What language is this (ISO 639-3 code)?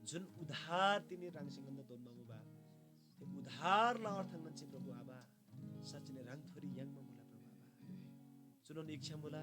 taj